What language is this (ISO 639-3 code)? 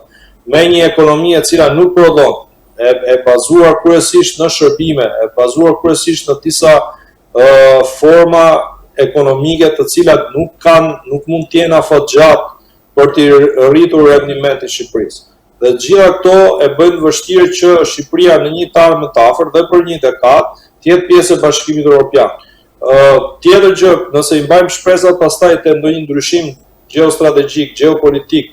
sqi